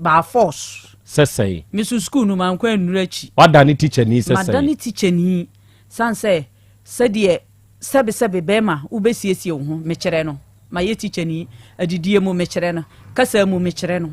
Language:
Akan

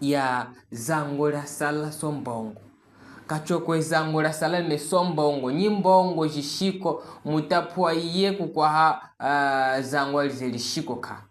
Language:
Chokwe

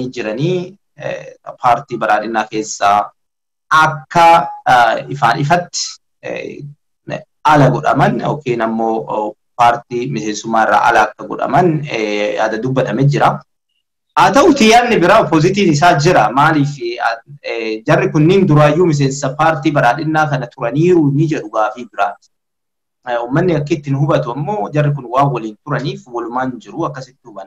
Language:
Oromo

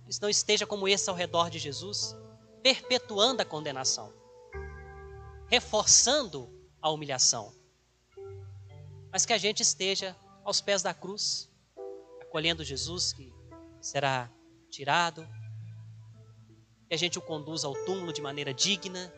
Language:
Portuguese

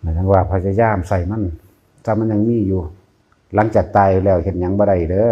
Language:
Northeastern Thai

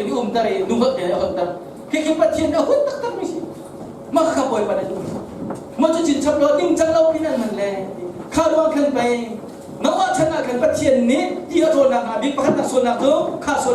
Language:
Hakha Chin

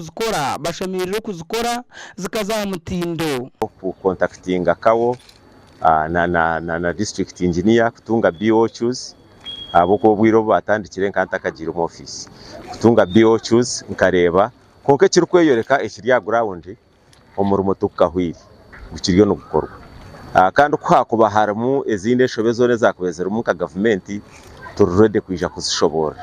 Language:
Nyankole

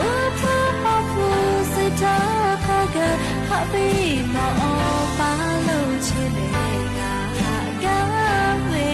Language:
Lahu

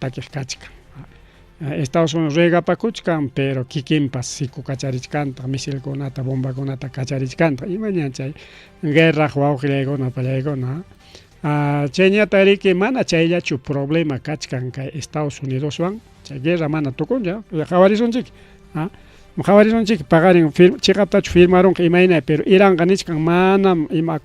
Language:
Ayacucho Quechua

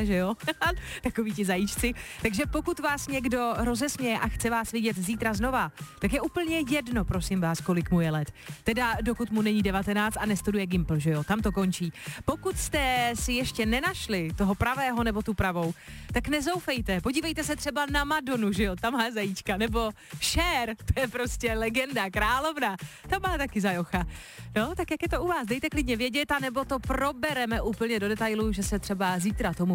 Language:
Czech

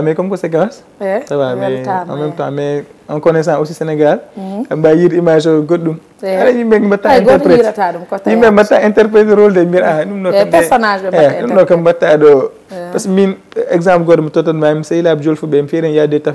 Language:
Fula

